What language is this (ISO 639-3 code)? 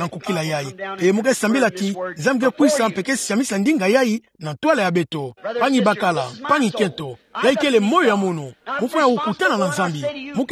ktu